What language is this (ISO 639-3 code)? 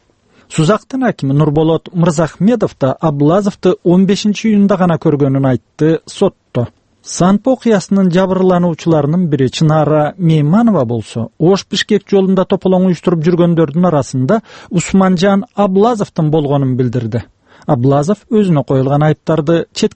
kir